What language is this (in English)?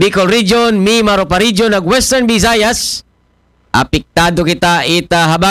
Aklanon